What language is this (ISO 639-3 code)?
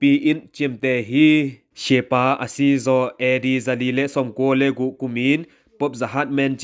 ctd